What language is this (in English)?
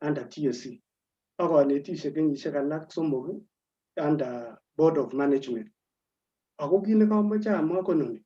Kalenjin